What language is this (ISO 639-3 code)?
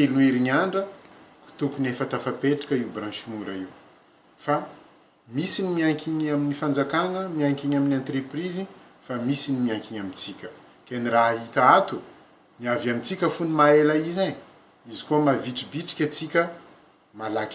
mlg